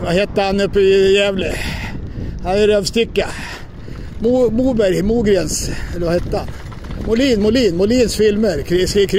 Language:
Swedish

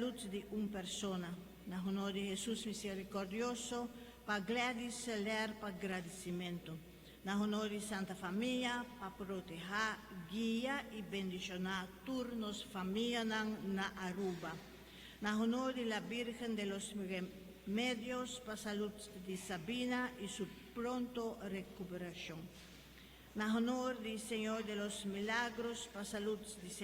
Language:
Papiamento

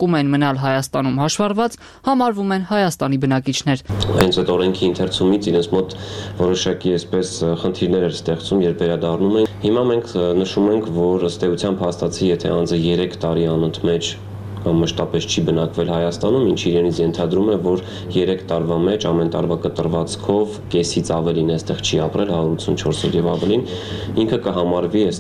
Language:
Armenian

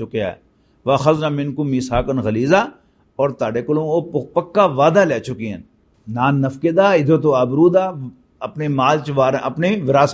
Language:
Western Panjabi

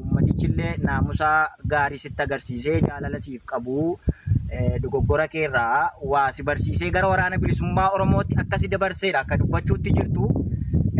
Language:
Oromo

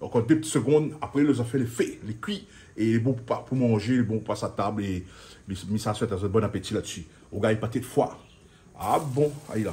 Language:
Réunion Creole French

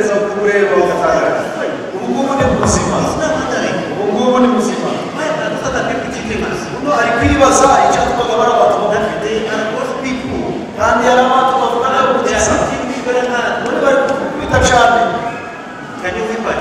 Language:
Kinyarwanda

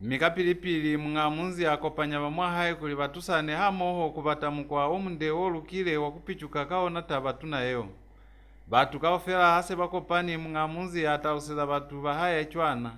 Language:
Lozi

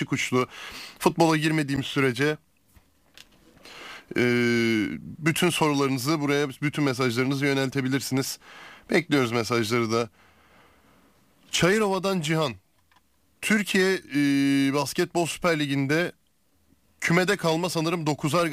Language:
Turkish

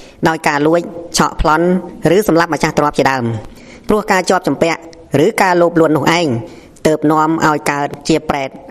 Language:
Khmer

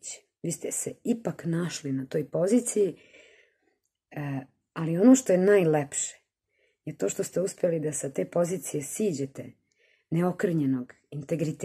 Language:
Serbian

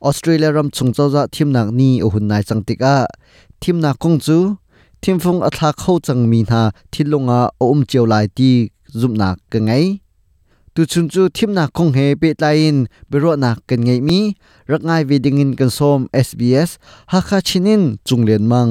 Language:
Hakha Chin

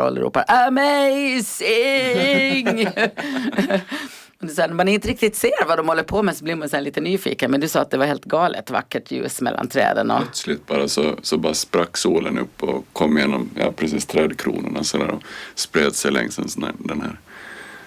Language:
Swedish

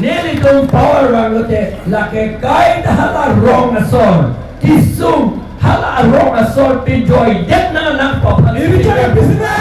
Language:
Karbi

